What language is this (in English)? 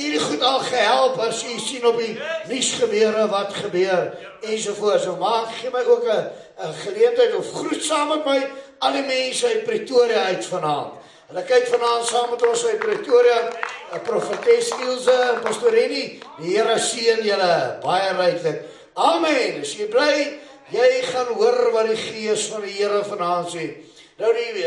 Afrikaans